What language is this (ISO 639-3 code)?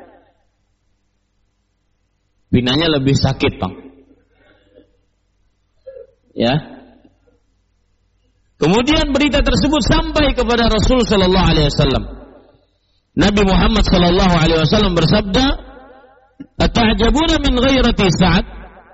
ind